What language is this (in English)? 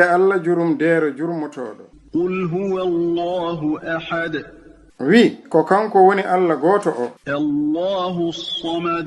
Fula